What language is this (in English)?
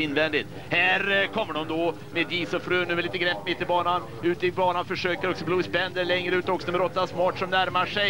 Swedish